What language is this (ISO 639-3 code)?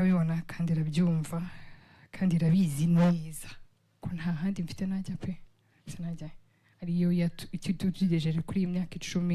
kin